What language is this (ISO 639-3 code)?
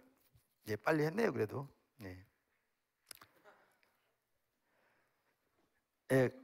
kor